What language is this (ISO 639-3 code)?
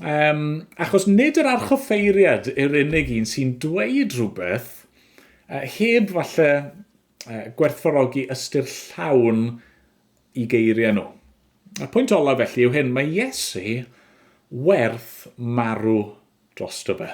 cym